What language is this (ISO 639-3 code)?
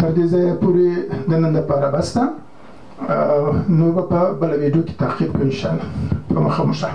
pus